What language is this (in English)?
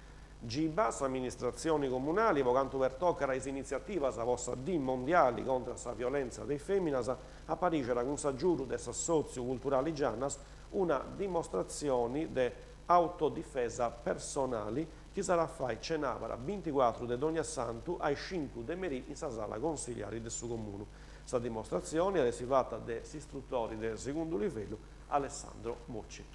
Sardinian